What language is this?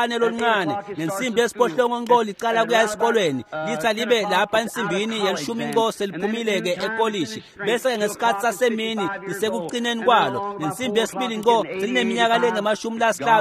Swati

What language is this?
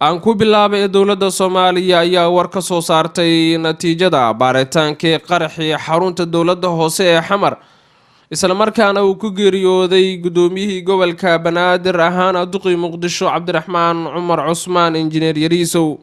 Somali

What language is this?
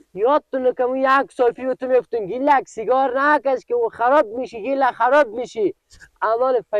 Persian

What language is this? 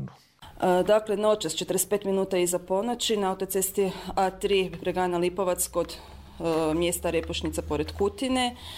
Croatian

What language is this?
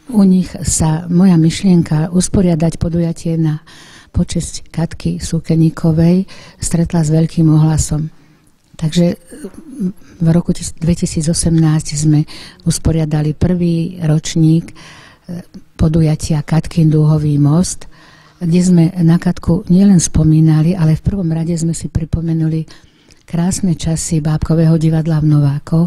Slovak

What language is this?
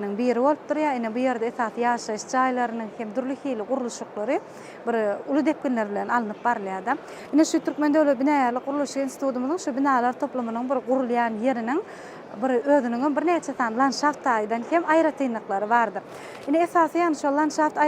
Turkmen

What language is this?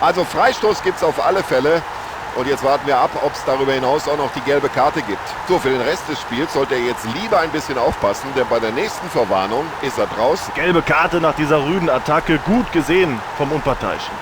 Bavarian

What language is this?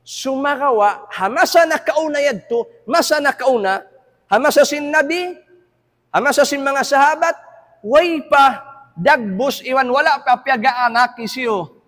Tausug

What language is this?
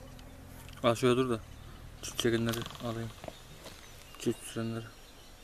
Turkish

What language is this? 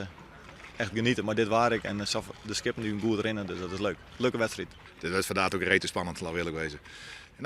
Western Frisian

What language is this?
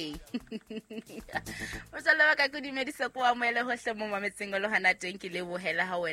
Southern Sotho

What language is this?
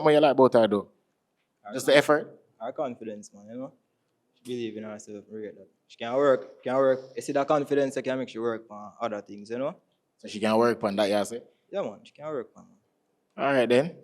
Jamaican Creole English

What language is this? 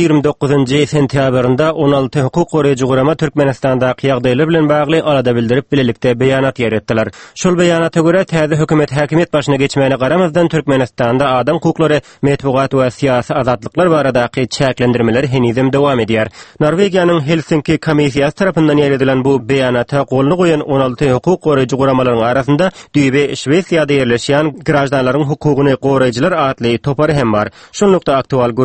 Turkmen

